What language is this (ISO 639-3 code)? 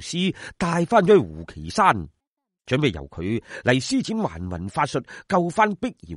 yue